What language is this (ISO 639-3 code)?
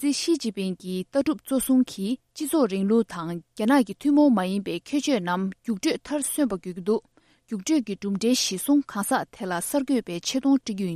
bod